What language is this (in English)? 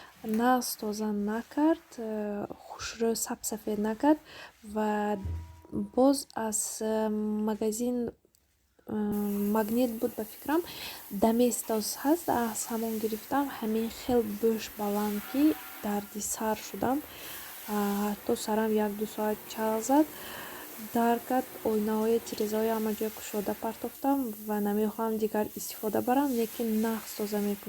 Tajik